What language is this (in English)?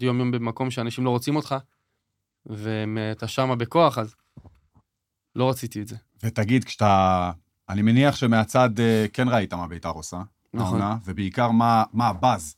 Hebrew